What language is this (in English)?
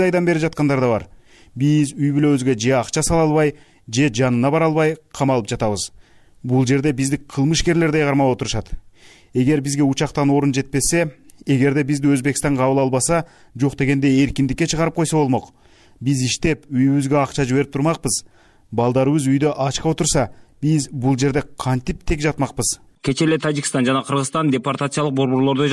Kyrgyz